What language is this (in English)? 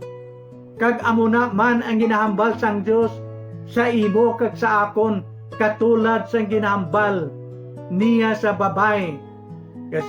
Hiligaynon